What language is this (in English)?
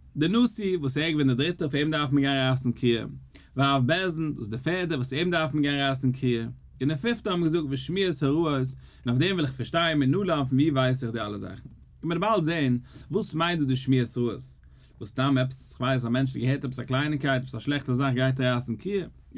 Yiddish